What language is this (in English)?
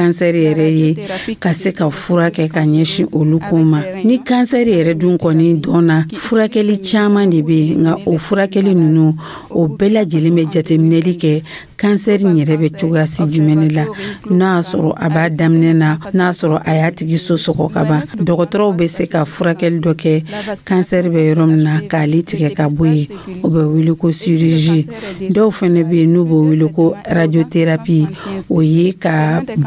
Dyula